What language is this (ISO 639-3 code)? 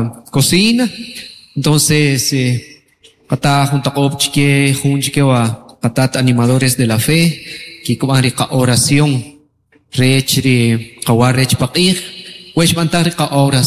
cak